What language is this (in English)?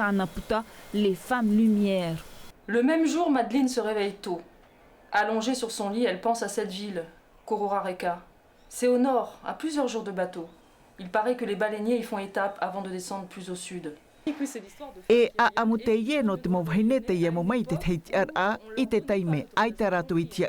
Tahitian